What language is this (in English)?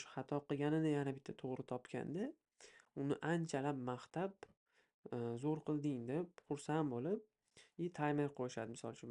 Uzbek